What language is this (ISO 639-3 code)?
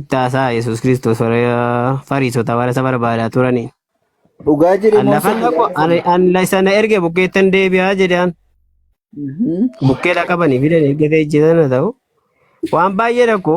orm